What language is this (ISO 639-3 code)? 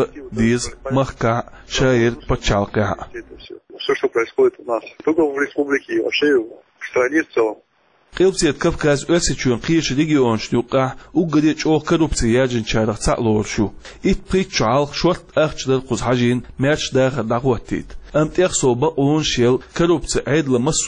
che